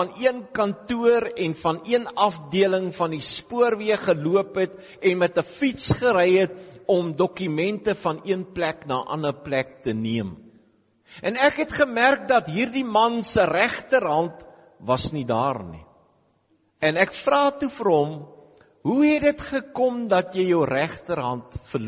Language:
Afrikaans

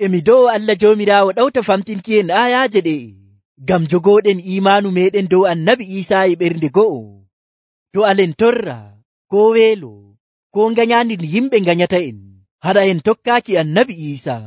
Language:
Nigerian Fulfulde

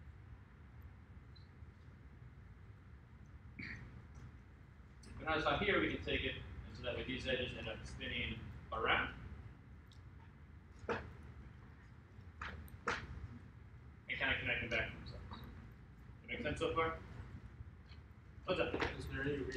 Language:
English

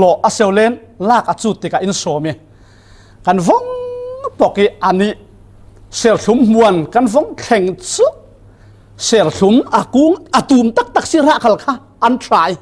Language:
Falam Chin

